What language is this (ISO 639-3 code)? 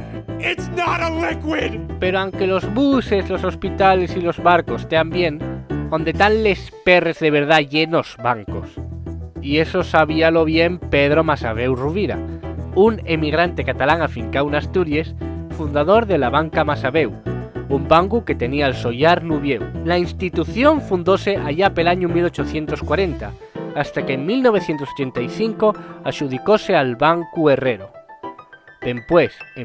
ast